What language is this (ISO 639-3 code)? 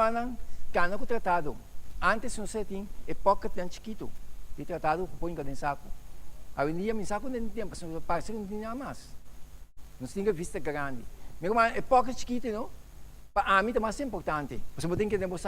pap